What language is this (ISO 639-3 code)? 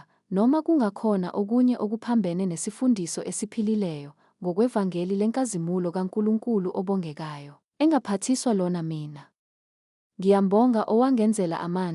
zul